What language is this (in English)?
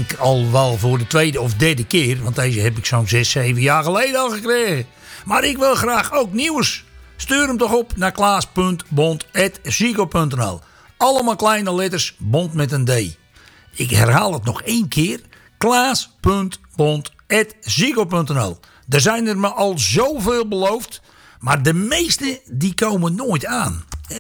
Dutch